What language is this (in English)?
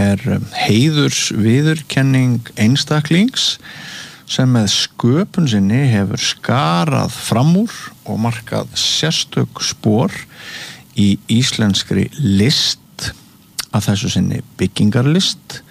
Icelandic